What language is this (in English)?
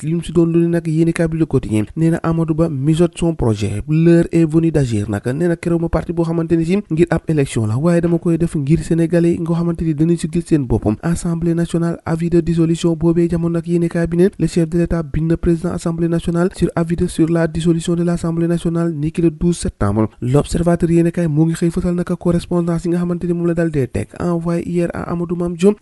Wolof